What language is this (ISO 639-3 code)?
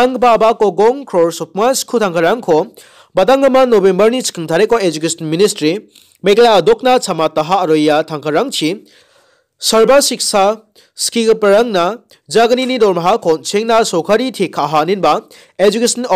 grt